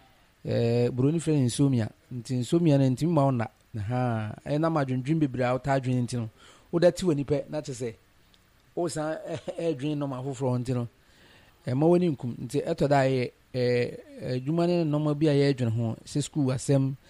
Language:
Akan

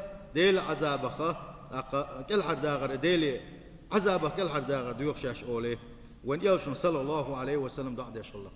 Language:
Chechen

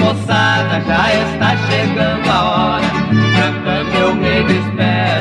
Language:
Portuguese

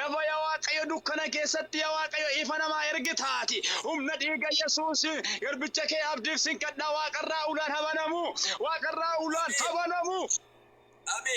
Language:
Oromo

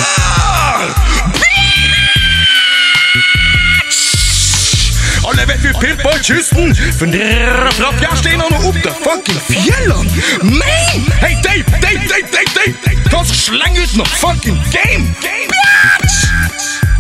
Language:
Norwegian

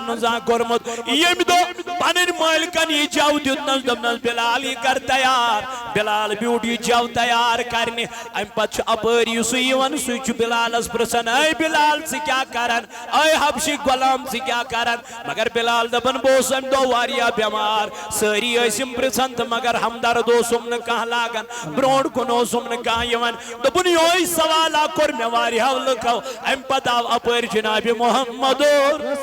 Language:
Kashmiri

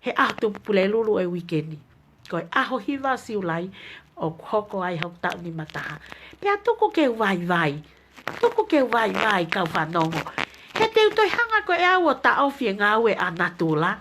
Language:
Tongan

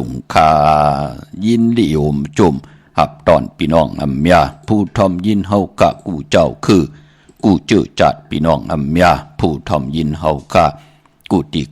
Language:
Shan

